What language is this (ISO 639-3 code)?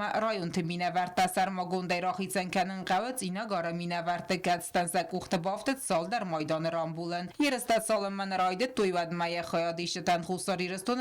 oss